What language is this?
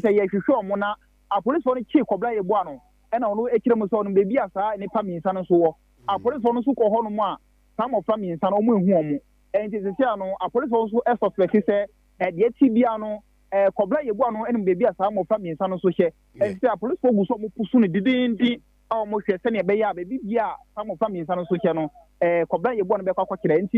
Akan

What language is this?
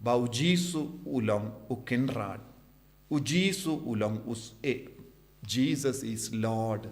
Khasi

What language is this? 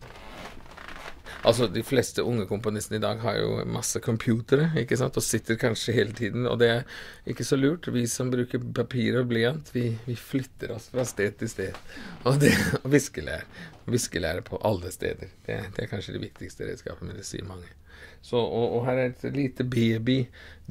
Norwegian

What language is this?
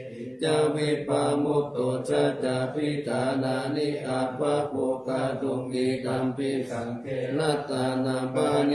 Pali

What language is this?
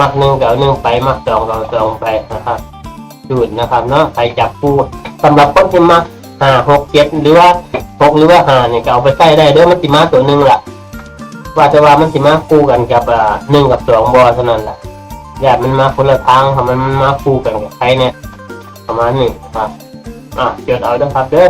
Northeastern Thai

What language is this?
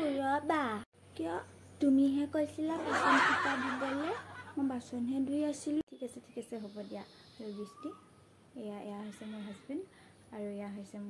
Assamese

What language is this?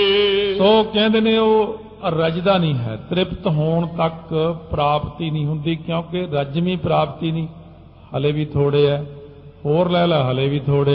Punjabi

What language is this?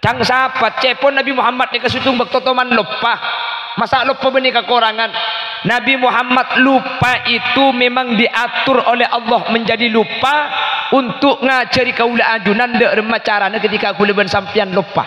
Madurese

